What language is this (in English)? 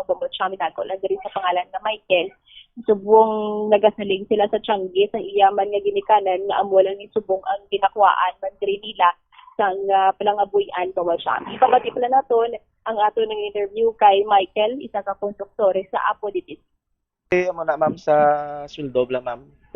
Hiligaynon